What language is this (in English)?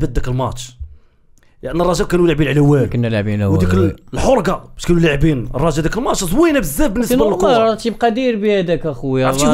Moroccan Arabic